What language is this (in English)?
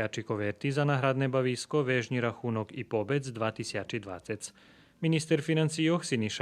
Rusyn